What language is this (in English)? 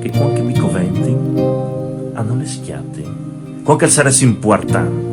Friulian